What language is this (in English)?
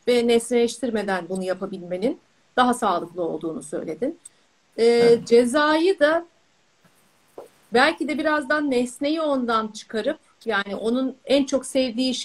Turkish